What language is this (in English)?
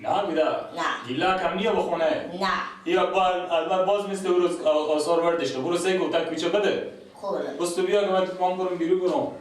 Persian